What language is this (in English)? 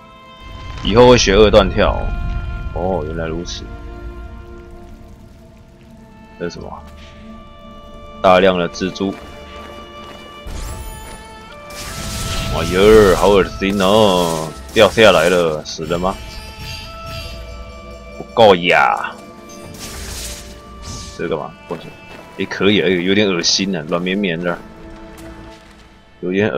Chinese